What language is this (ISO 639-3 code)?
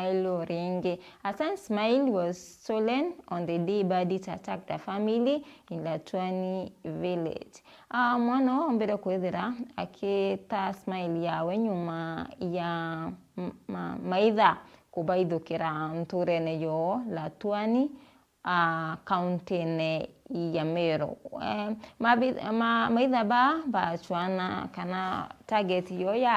mer